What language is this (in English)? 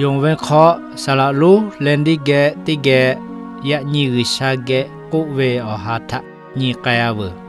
Lahu